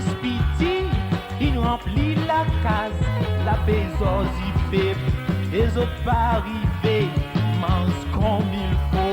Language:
Morisyen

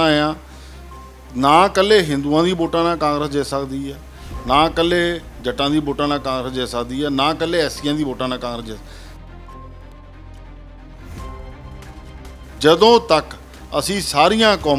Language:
Punjabi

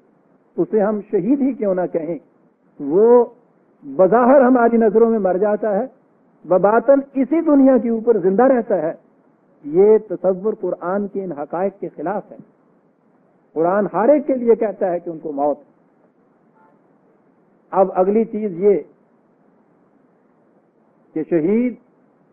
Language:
Urdu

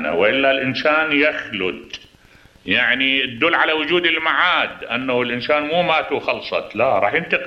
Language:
Mesopotamian Arabic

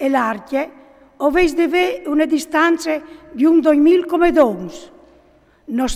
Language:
Friulian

